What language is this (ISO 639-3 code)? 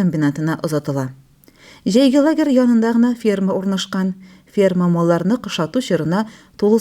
tat